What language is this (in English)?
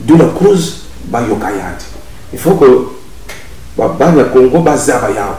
Kituba (Congo)